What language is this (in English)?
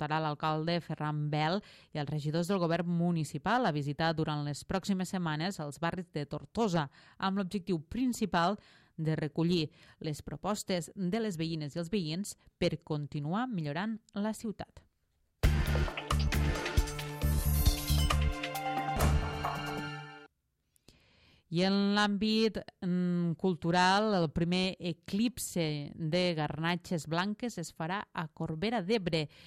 Catalan